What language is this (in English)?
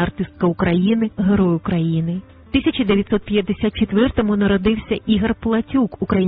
Ukrainian